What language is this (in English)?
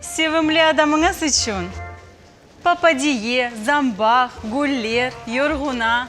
Crimean Tatar